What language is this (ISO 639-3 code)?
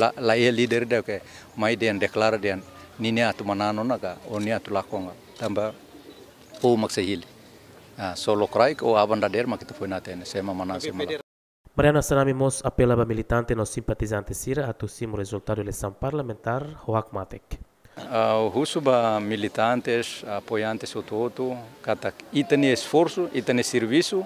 tet